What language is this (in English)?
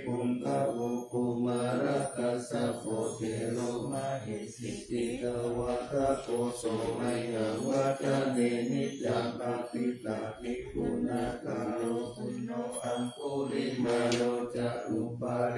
Pali